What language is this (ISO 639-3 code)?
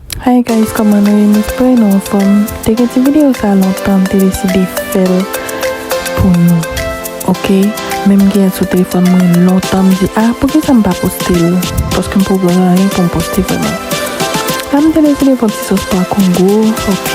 hat